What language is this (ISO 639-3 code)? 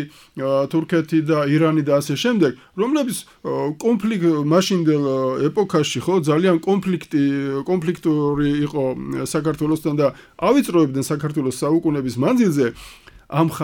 kat